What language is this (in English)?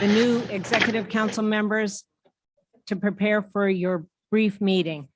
Inuktitut